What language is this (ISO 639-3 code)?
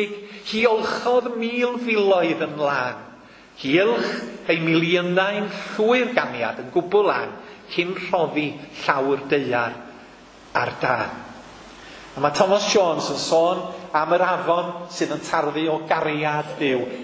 cym